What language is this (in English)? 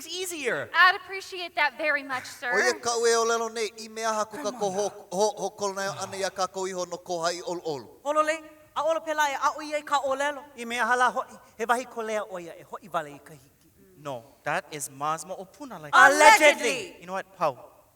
Hawaiian